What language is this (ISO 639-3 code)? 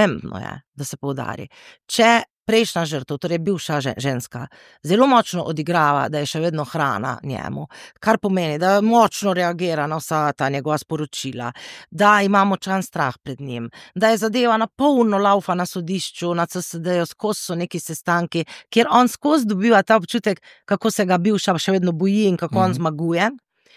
slv